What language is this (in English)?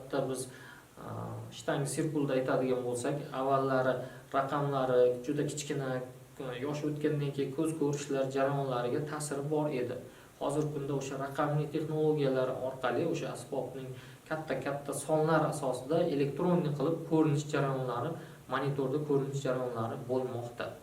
Uzbek